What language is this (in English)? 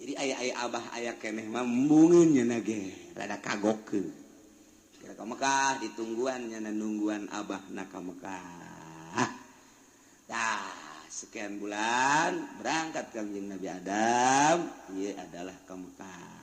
Sundanese